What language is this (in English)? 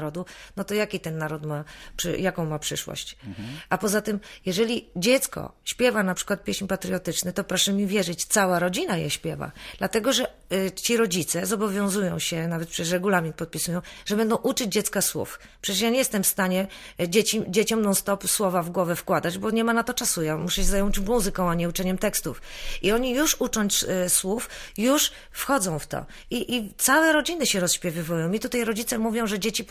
Polish